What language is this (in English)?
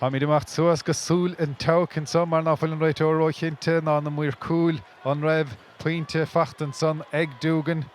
Irish